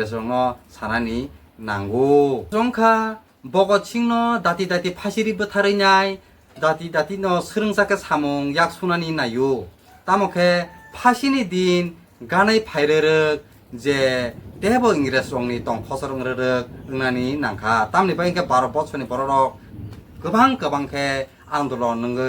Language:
Kok Borok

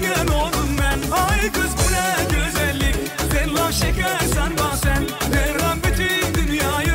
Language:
Turkmen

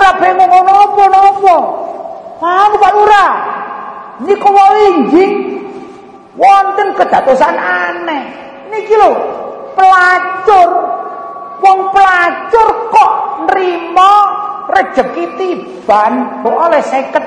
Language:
Javanese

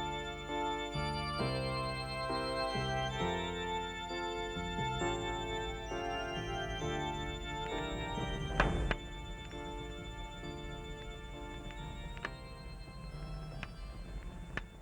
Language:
Bashkir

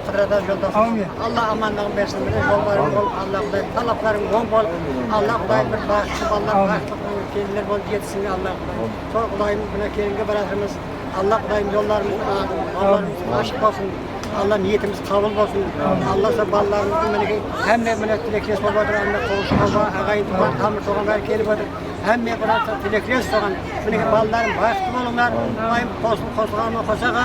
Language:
Kara-Kalpak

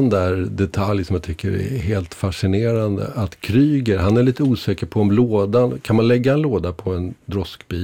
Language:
Swedish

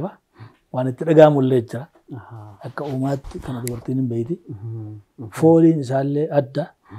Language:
Oromo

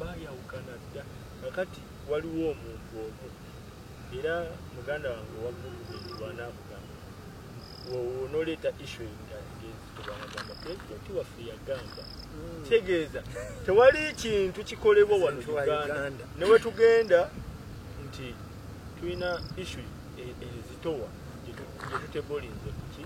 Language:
Ganda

